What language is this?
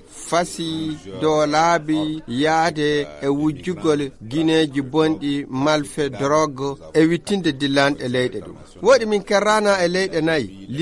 Nigerian Fulfulde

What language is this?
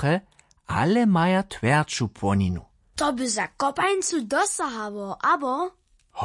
Upper Sorbian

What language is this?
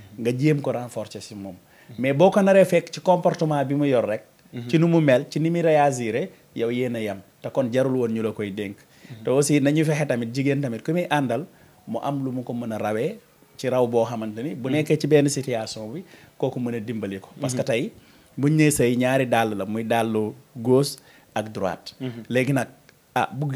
Wolof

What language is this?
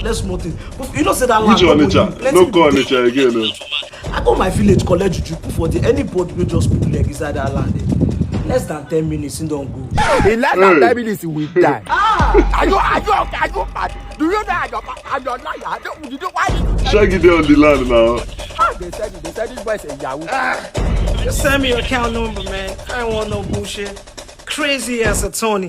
Nigerian Pidgin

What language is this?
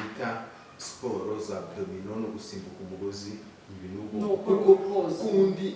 Kinyarwanda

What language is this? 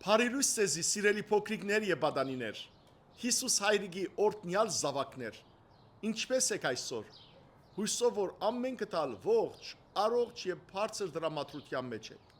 Western Armenian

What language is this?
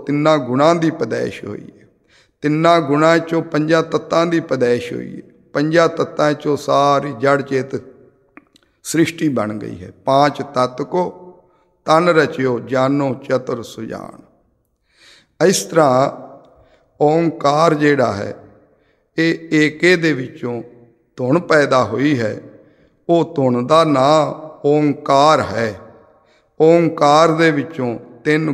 Punjabi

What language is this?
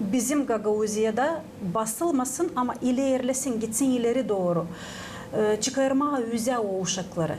Gagauz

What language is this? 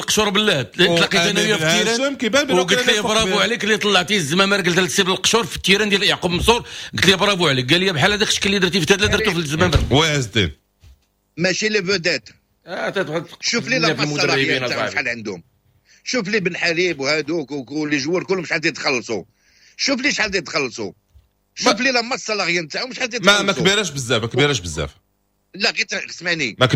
Moroccan Arabic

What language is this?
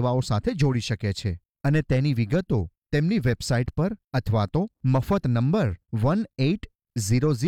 Gujarati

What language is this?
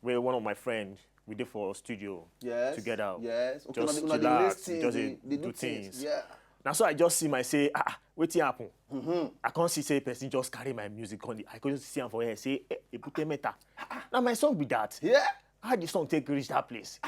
Nigerian Pidgin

